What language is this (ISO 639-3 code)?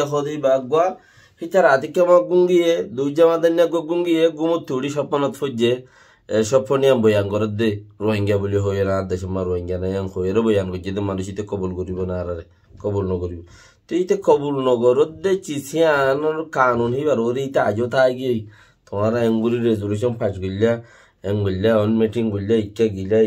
rhg